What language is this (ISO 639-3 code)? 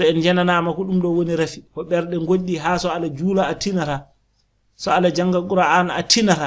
ful